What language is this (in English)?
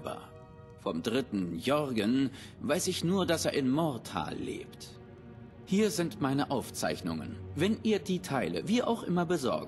Bavarian